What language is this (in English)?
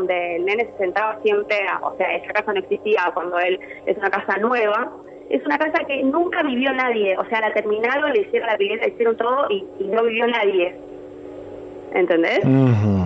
Spanish